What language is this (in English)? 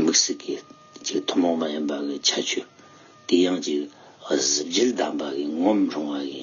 Tibetan